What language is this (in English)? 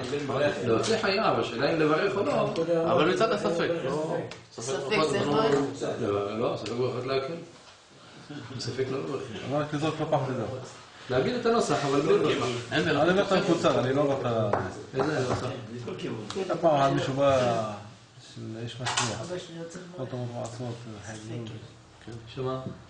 Hebrew